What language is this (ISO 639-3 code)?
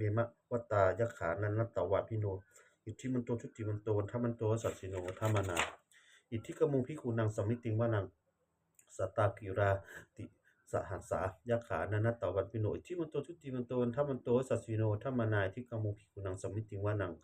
pli